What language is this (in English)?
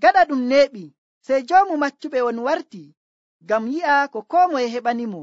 Nigerian Fulfulde